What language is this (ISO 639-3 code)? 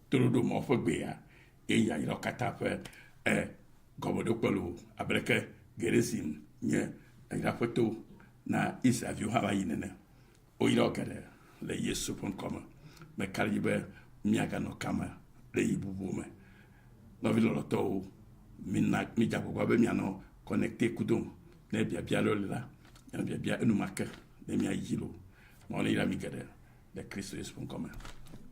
ewe